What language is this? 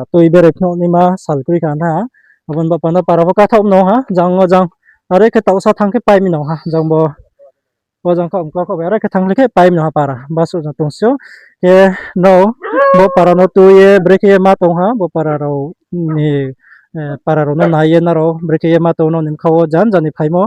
Riang (India)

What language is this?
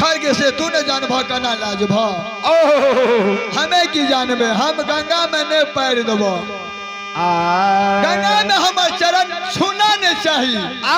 Maithili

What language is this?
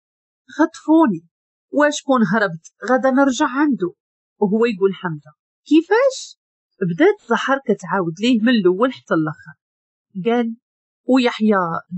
Moroccan Arabic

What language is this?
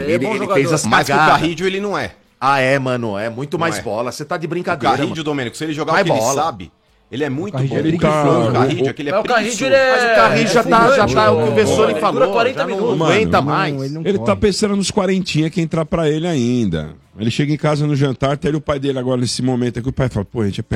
Portuguese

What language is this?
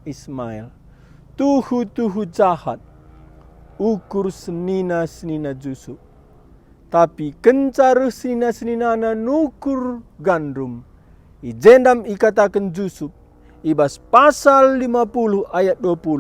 Batak Karo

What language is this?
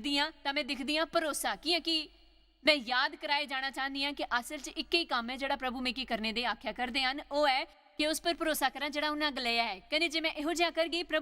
Dogri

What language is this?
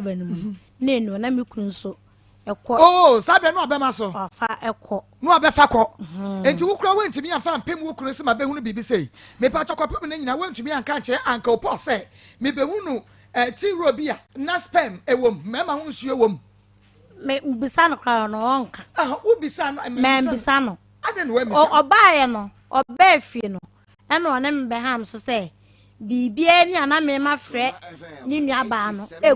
Akan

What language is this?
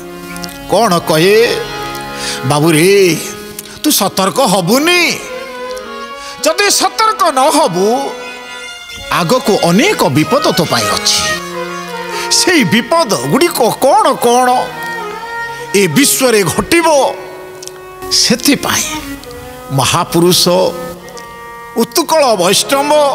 Odia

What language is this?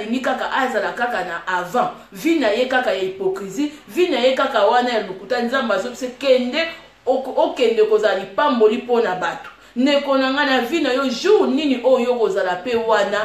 Lingala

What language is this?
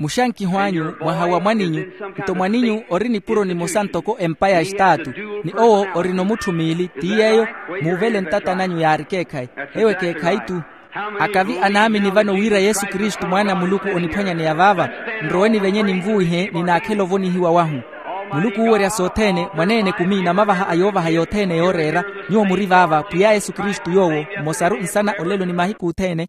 Makhuwa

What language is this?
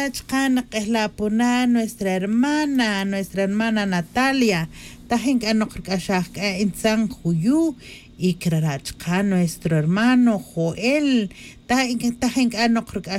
Tz'utujil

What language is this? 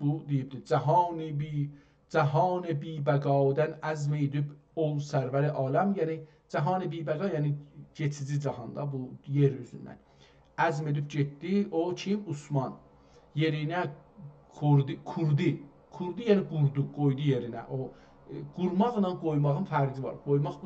South Azerbaijani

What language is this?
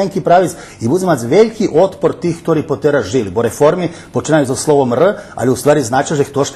Rusyn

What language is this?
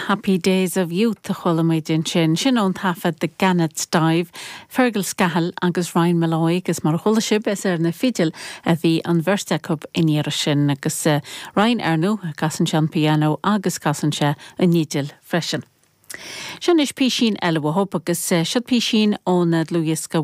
Irish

